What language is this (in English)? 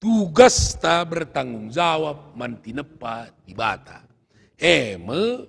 Batak Karo